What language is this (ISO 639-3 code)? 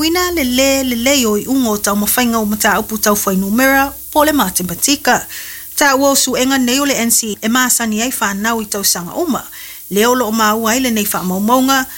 smo